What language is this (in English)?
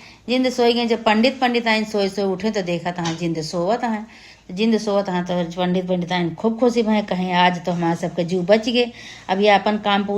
Awadhi